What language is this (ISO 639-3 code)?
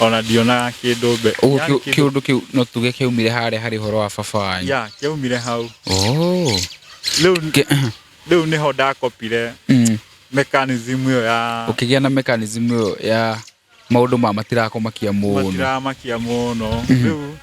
kik